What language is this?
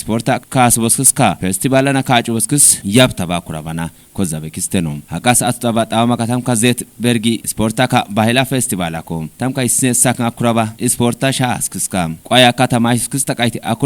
Kafa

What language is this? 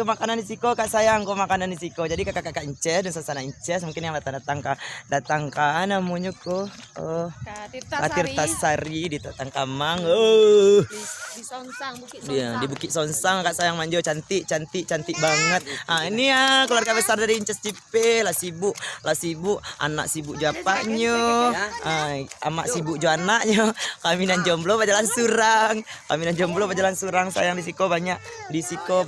Minangkabau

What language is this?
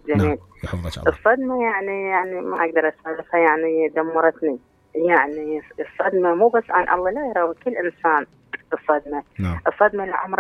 Mesopotamian Arabic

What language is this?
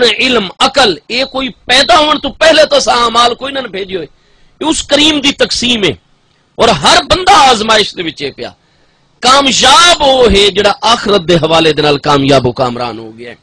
Saraiki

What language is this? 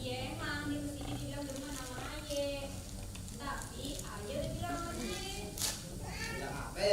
Betawi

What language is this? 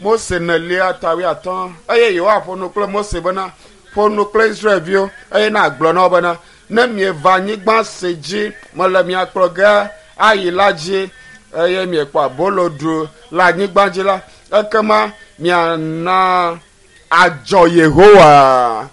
Ewe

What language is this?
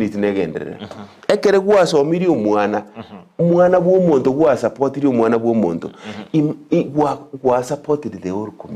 Gusii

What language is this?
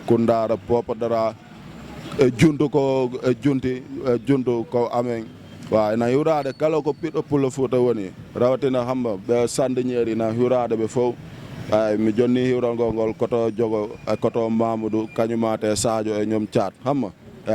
Wolof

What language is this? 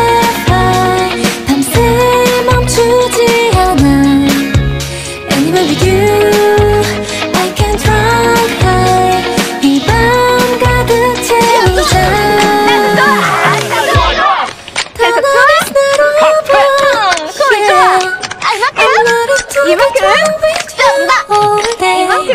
Korean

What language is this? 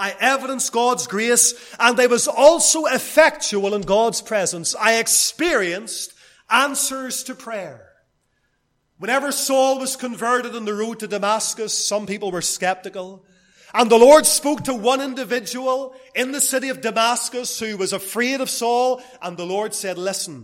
English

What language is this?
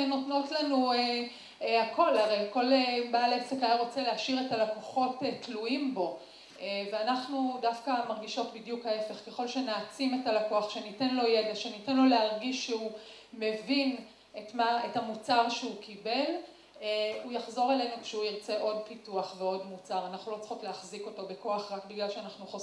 Hebrew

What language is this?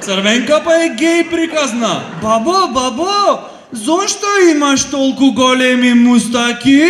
Macedonian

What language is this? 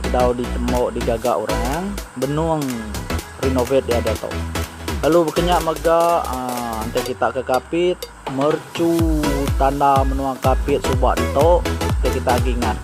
Iban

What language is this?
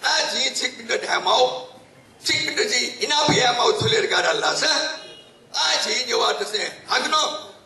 Newari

